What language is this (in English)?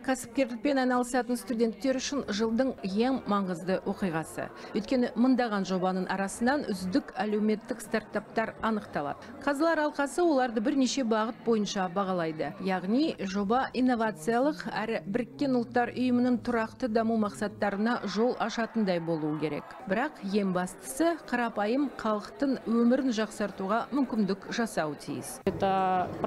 Kazakh